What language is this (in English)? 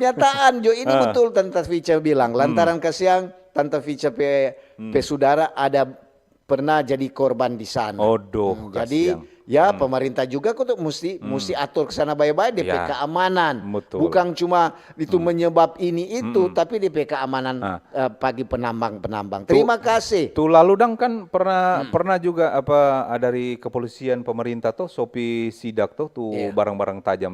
Manado Malay